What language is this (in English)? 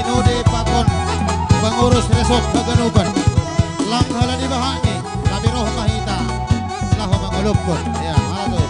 Batak Simalungun